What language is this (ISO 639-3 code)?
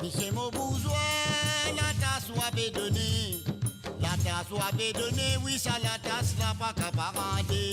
mfe